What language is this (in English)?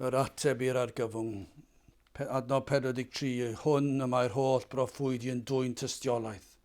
Welsh